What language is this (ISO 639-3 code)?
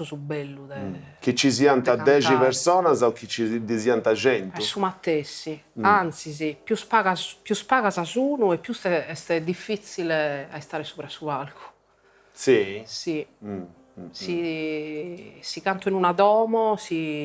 srd